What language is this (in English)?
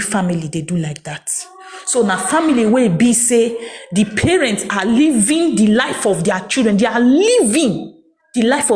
Nigerian Pidgin